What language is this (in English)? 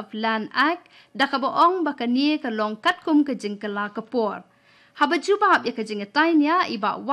Khasi